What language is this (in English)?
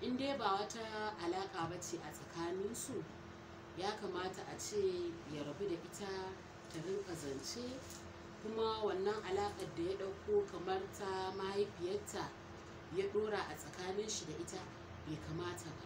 Hausa